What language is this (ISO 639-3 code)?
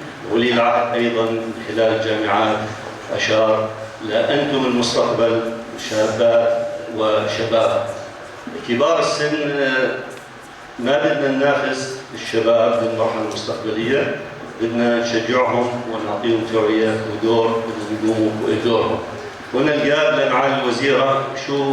apc